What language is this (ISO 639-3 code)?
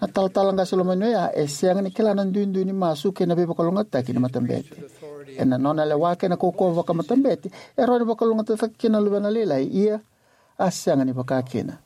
fij